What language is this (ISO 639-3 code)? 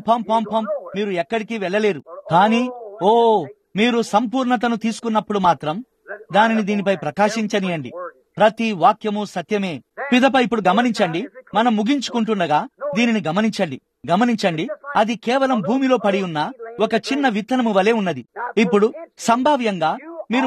tel